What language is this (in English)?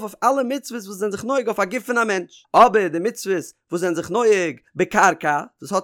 Yiddish